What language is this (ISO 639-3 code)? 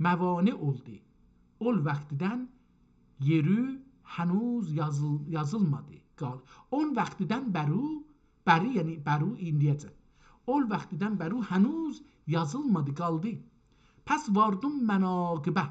azb